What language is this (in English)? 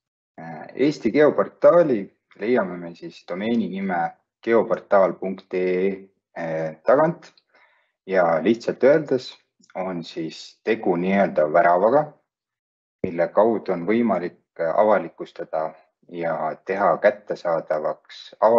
Estonian